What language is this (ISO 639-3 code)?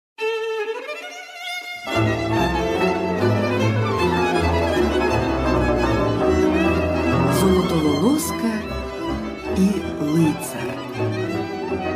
ukr